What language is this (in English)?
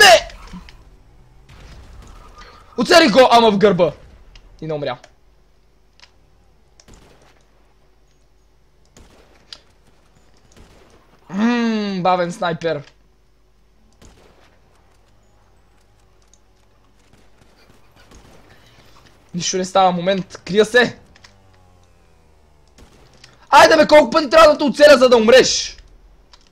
Bulgarian